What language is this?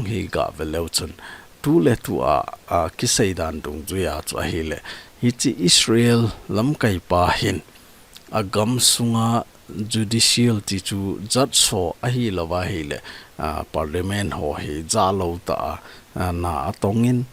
Thado Chin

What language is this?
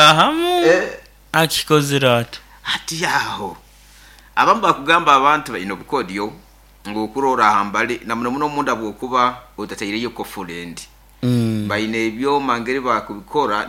Nyankole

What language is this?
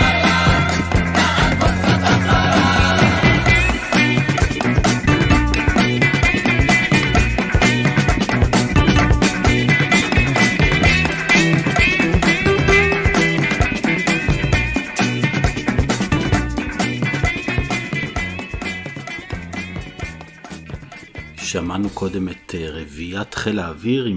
Hebrew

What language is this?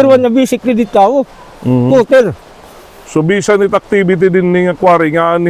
Waray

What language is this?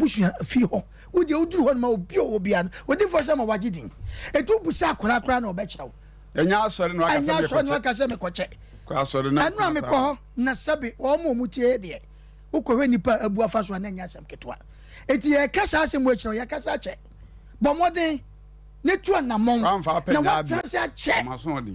Akan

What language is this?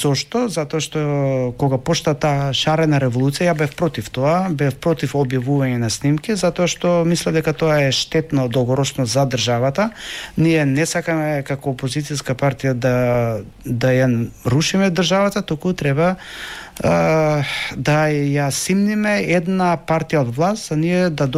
Macedonian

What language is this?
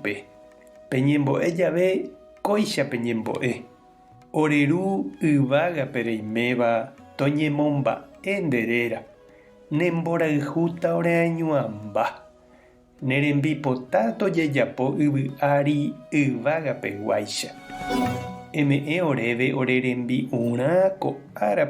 Guarani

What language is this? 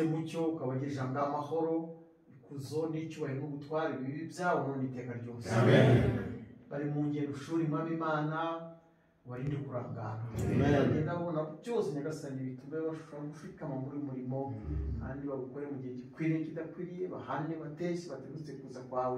Kinyarwanda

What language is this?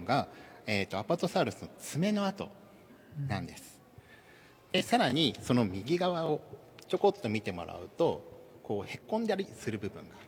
Japanese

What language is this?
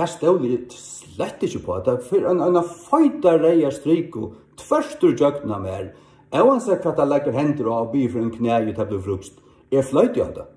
Faroese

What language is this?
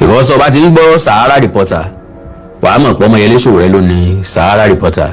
Yoruba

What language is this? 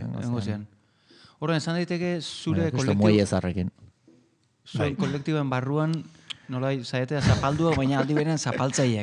Basque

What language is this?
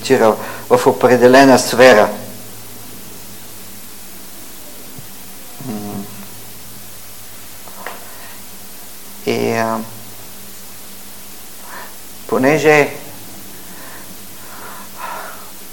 Bulgarian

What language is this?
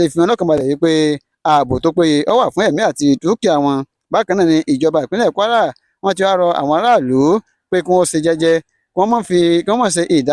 Yoruba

